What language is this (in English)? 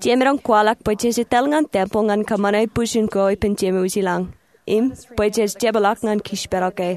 Marshallese